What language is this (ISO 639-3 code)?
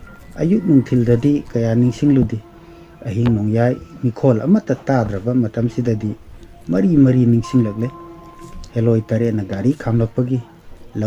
mni